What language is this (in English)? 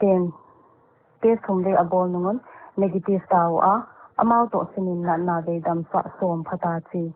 Paite Chin